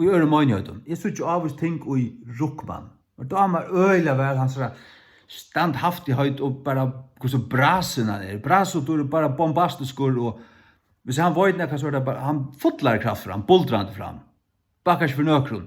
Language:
Faroese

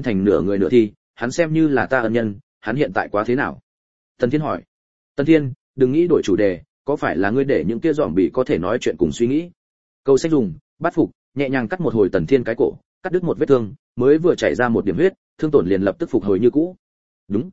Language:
Vietnamese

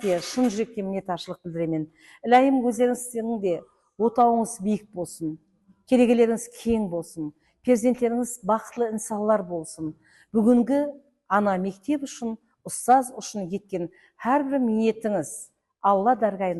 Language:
Kara-Kalpak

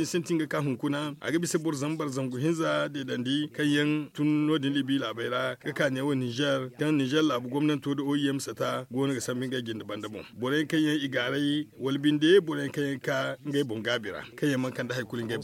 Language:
Zarma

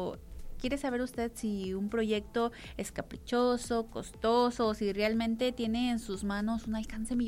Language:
Spanish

